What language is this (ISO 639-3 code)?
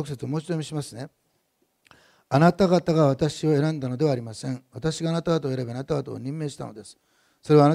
jpn